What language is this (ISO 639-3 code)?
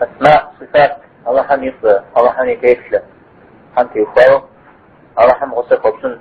kbd